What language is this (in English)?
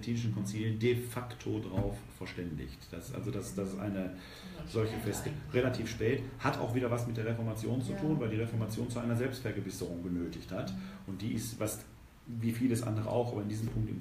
German